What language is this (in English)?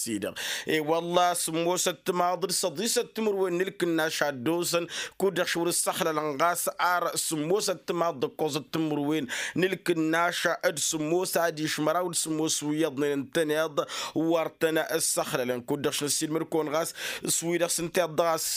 Tamasheq